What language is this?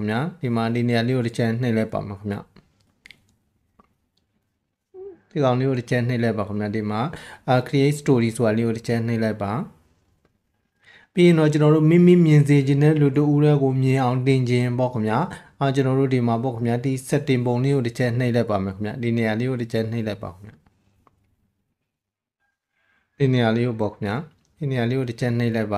Burmese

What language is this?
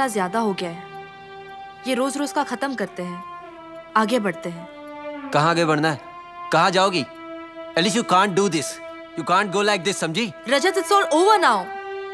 Hindi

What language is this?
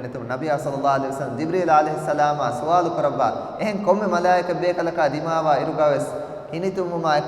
Divehi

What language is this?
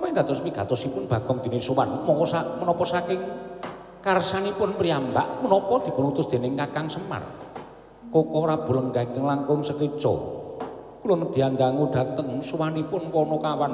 Javanese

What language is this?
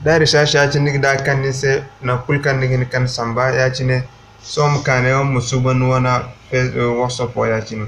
Zarma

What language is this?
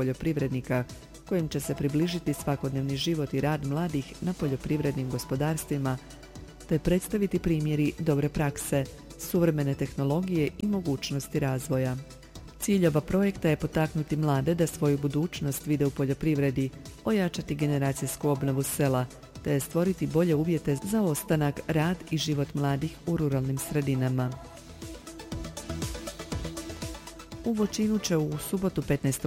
Croatian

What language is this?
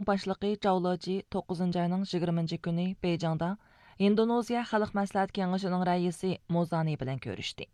Uyghur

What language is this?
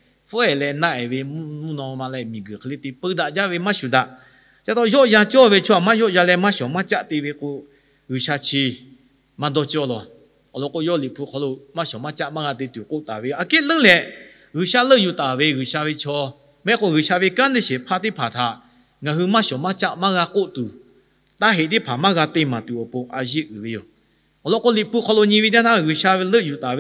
Lahu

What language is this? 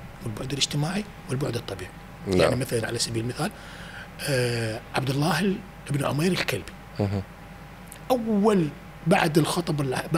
Mesopotamian Arabic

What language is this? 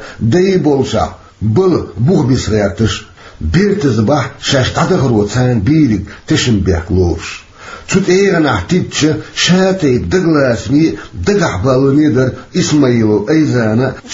Chechen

